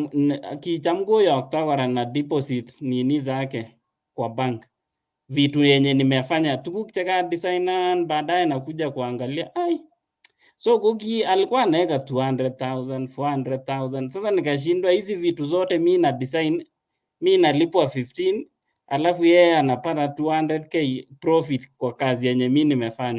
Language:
Kalenjin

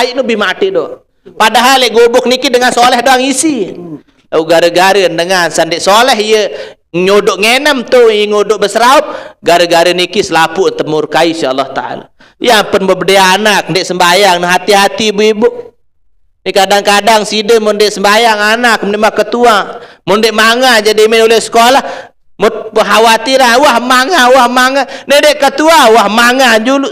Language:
Sasak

